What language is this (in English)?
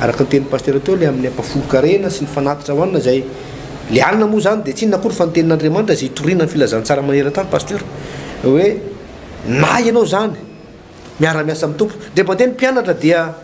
Malagasy